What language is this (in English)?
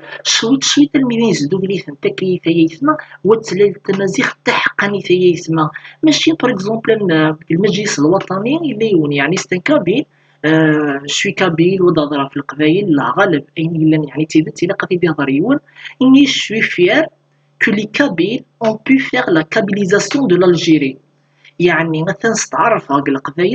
Kabyle